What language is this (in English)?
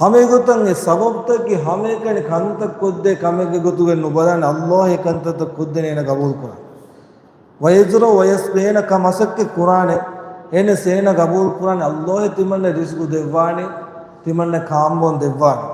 Divehi